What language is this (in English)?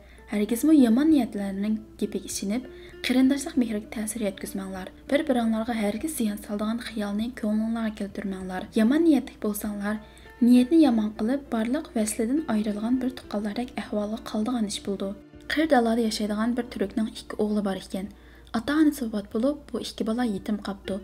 Uyghur